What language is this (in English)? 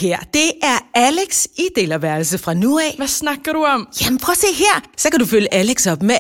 Danish